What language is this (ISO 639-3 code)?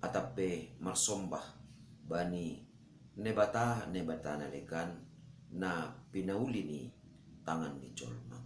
bts